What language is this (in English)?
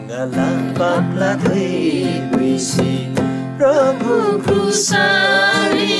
Eastern Tamang